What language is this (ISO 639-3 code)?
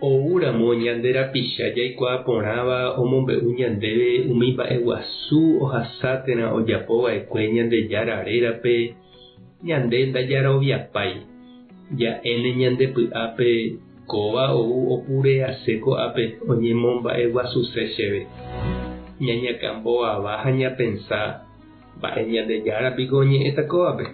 grn